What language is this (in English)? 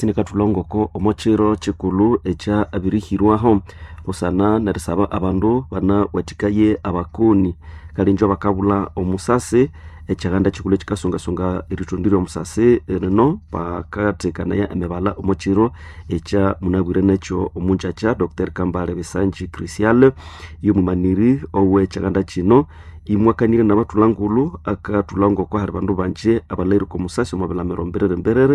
Nande